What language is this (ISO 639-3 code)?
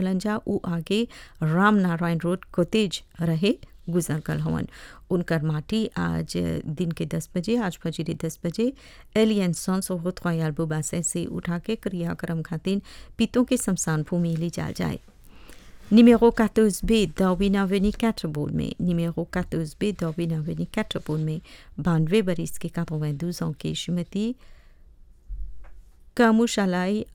bho